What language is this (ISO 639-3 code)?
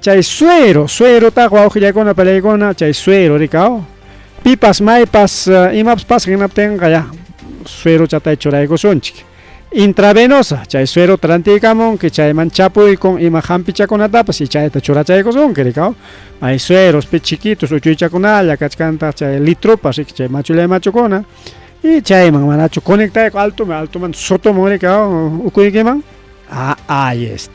quy